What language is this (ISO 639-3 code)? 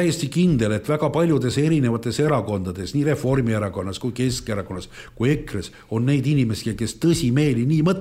est